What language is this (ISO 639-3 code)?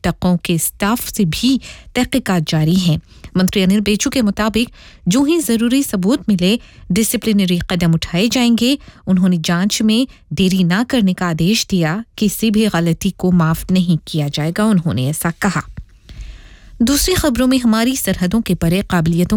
hin